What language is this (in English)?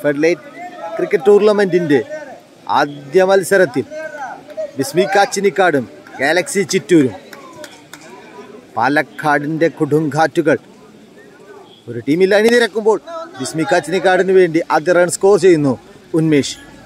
Malayalam